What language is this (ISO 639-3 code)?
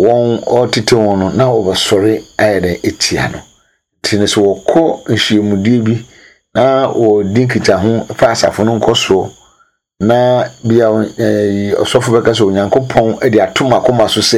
aka